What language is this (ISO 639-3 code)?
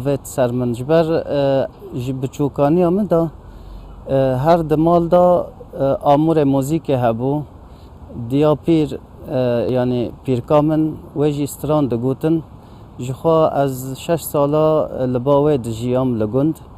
kur